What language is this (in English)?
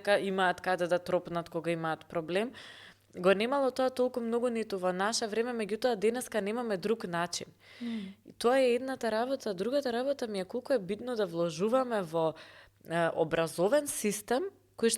Macedonian